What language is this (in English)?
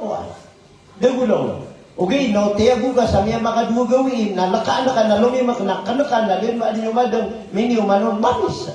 Maranao